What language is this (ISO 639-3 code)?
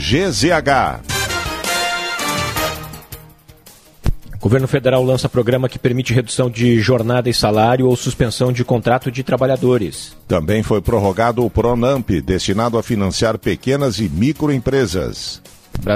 por